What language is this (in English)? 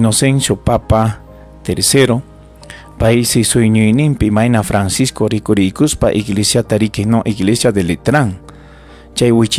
Ayacucho Quechua